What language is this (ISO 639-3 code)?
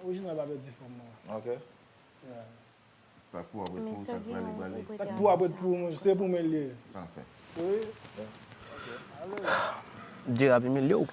hat